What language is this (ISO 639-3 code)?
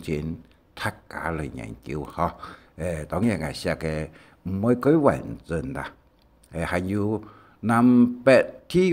hak